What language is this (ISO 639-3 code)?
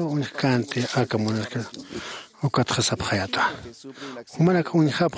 aym